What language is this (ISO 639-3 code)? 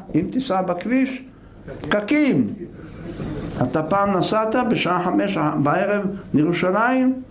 heb